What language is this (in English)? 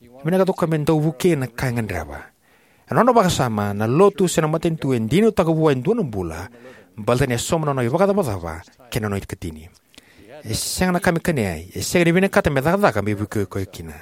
Fijian